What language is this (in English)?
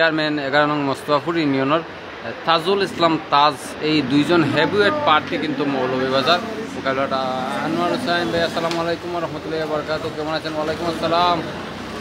Sylheti